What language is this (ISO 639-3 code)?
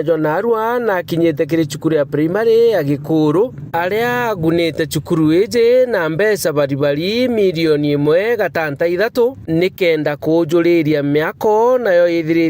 mer